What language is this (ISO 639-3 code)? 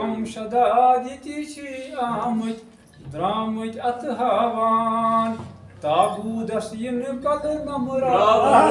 kas